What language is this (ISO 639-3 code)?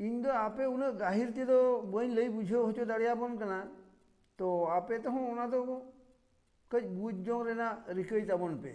sat